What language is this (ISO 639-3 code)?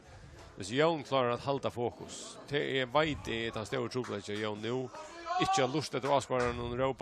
fao